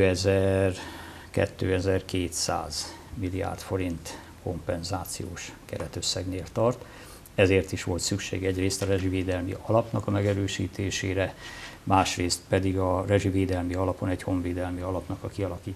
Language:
Hungarian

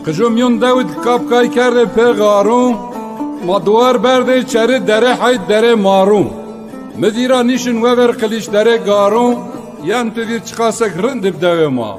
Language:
Zaza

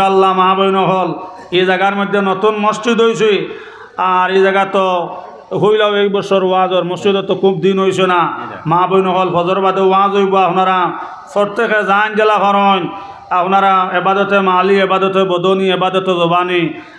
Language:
Sylheti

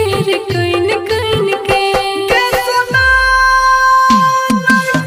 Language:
Bhojpuri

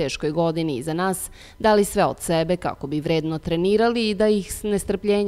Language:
Serbian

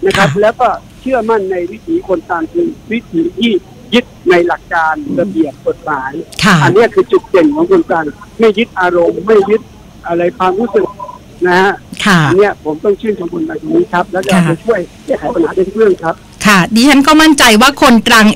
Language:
Thai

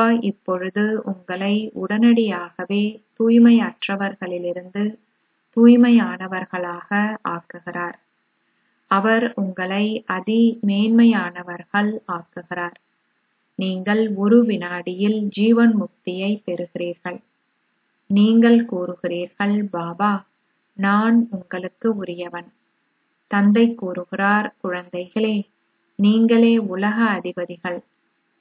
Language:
Tamil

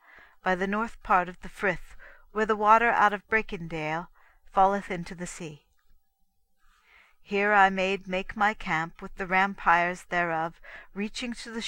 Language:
English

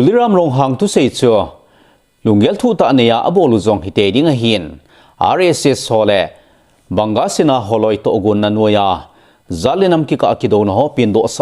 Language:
Thado Chin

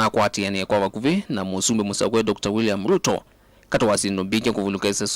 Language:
Kamba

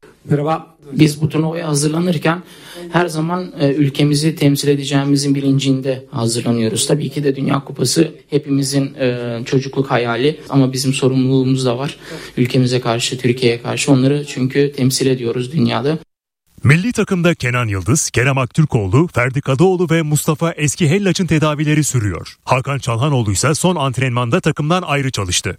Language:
Turkish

